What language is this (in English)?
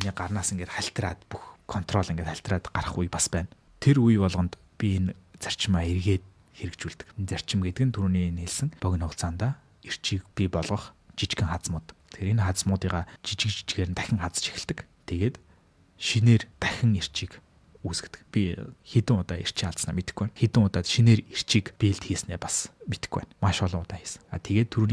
Mongolian